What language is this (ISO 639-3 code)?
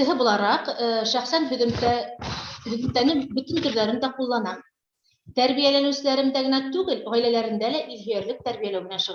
bak